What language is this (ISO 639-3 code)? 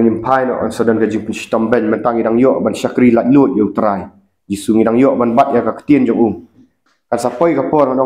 kha